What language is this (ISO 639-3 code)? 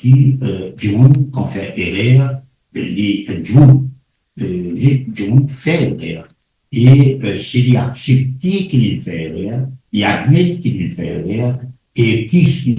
mfe